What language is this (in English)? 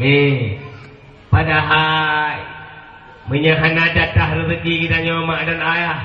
Achinese